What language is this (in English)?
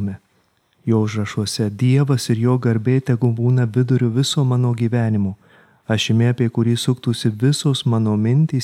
Lithuanian